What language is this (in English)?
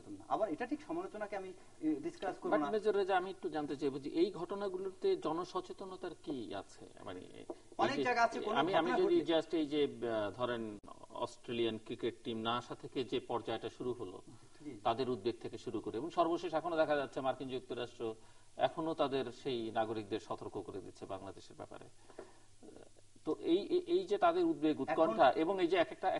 Bangla